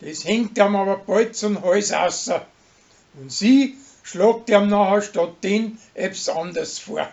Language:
Bavarian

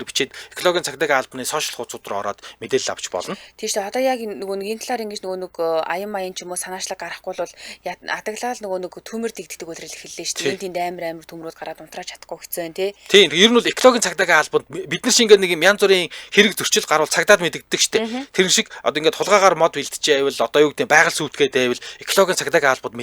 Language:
Mongolian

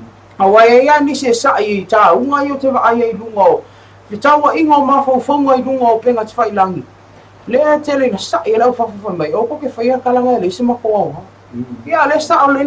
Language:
Samoan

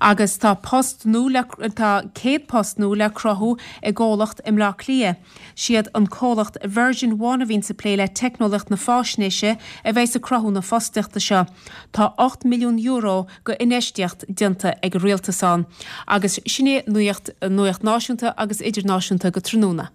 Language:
Irish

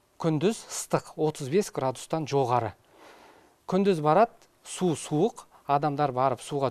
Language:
Kazakh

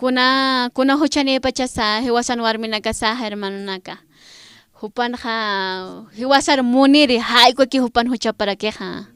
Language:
Aymara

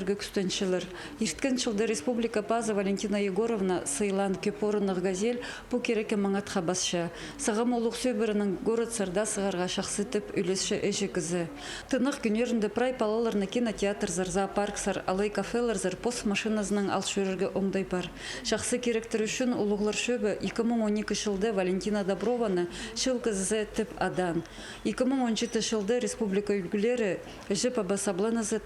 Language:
Khakas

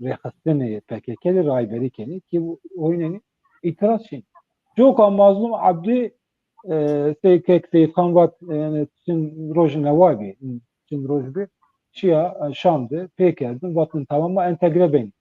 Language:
Zaza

